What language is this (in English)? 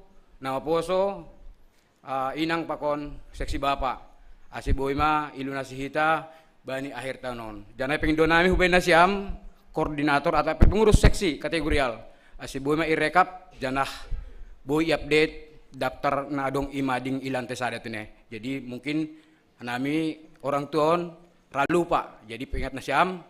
Batak Simalungun